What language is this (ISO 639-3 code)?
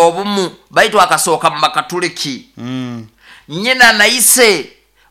nyo